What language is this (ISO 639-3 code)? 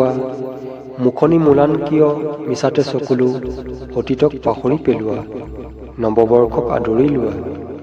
asm